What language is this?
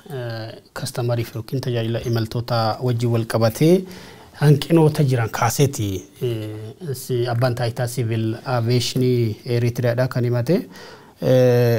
Oromo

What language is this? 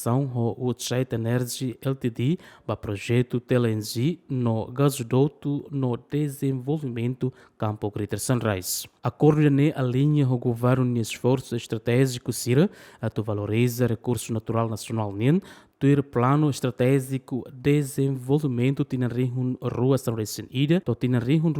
Tetum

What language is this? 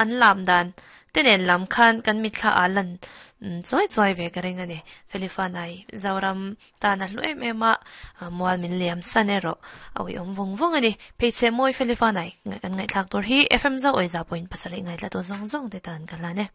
Mizo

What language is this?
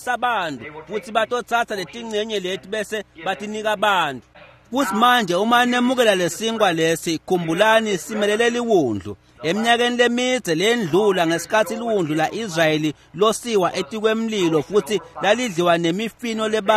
Swati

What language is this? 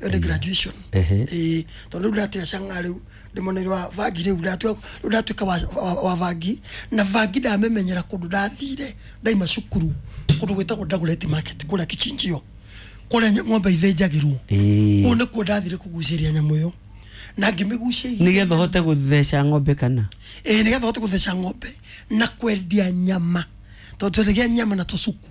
Kikuyu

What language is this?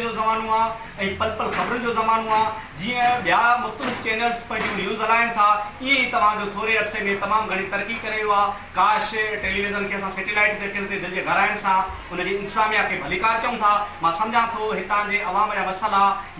Sindhi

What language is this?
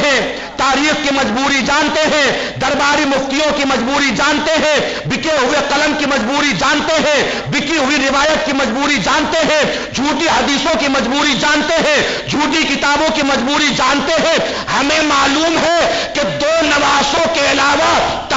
Urdu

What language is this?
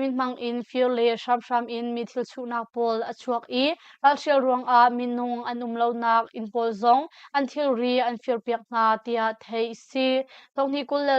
Hakha Chin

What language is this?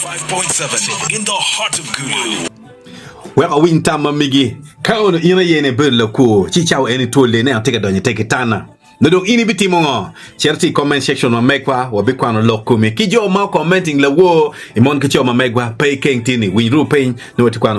Acoli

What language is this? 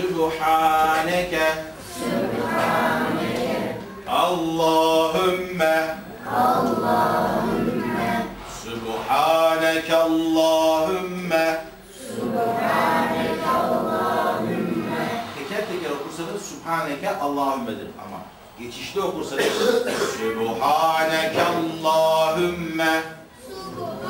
Turkish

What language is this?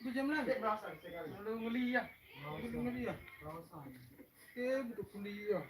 Sasak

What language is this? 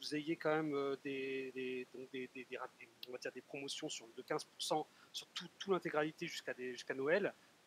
French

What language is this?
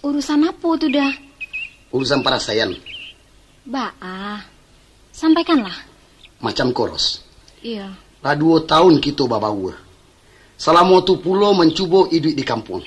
Minangkabau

